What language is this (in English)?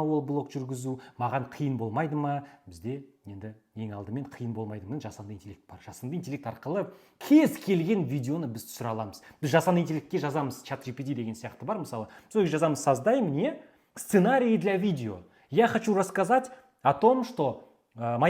Kazakh